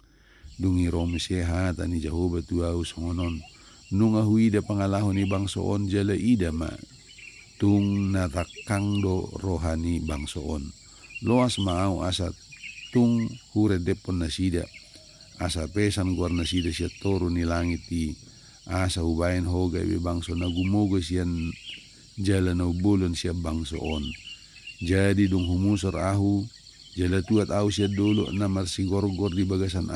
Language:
Batak Toba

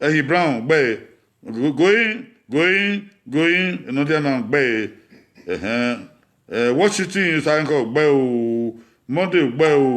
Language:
Bini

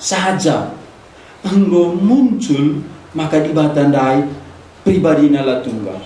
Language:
Batak Karo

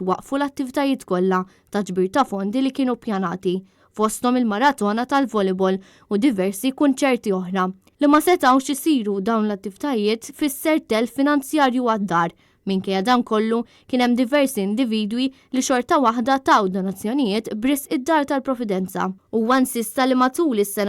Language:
Maltese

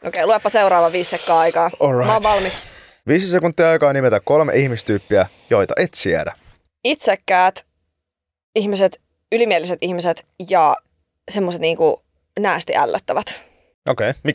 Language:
Finnish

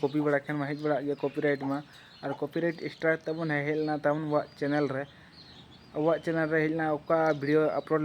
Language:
Santali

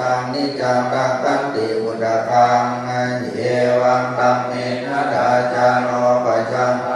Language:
Pali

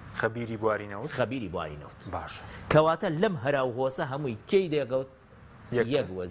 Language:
Central Kurdish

